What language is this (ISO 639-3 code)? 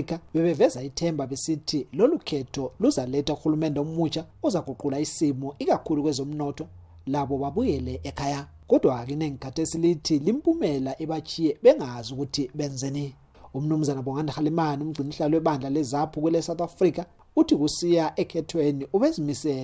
nde